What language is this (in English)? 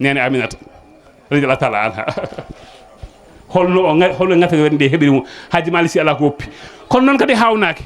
Fula